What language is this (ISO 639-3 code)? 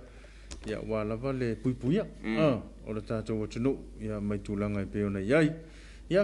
smo